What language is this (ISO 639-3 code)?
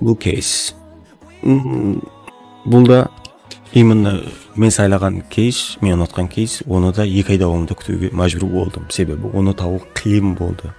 kaa